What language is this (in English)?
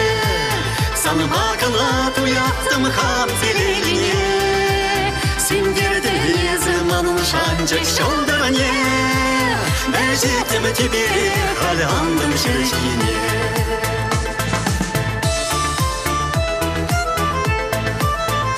Chuvash